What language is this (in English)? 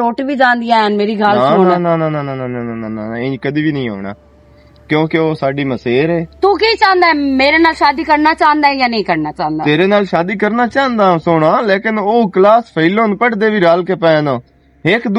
Western Panjabi